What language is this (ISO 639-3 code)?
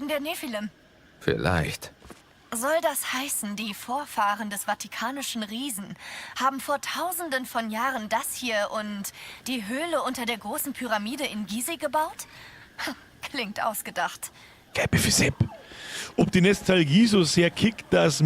bar